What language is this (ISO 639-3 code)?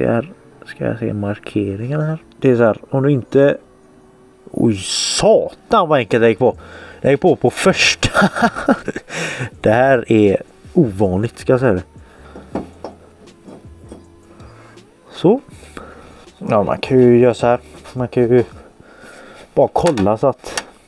swe